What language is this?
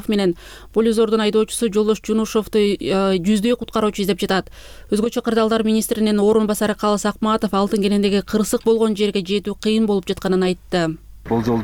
Kyrgyz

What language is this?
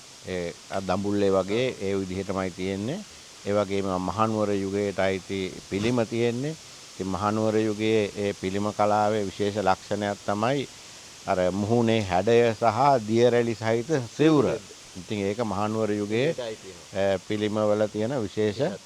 Sinhala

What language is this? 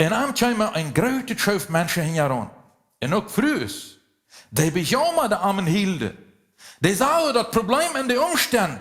Plautdietsch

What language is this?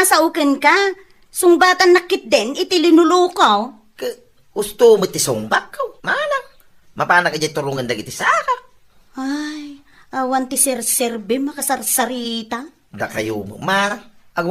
Iloko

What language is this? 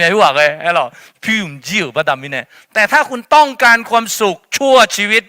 Akha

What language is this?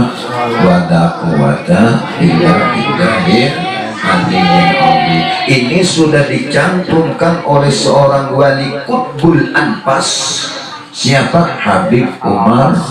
Banjar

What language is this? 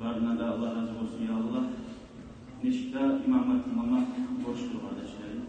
Kumyk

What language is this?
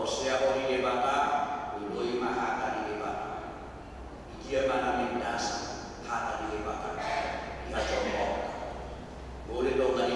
Batak Toba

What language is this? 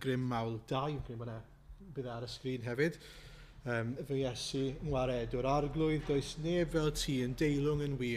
Welsh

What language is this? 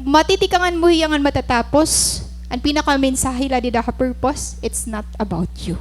Waray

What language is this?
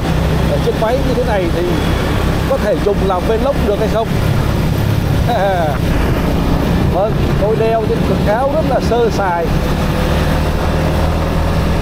Vietnamese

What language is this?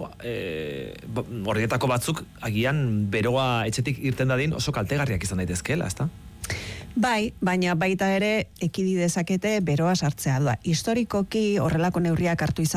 Basque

